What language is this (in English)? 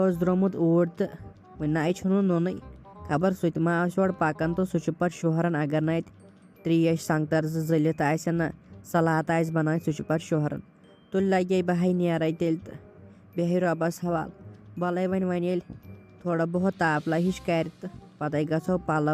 Kashmiri